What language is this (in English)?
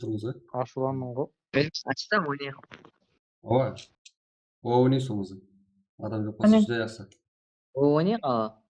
Kara-Kalpak